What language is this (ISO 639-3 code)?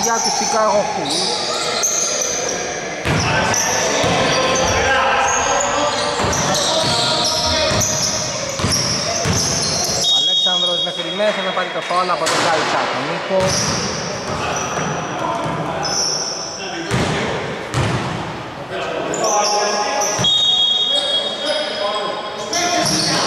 ell